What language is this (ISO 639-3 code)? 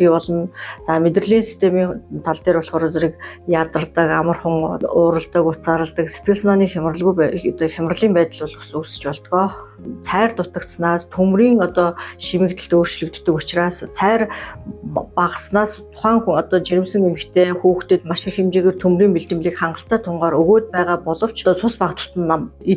mon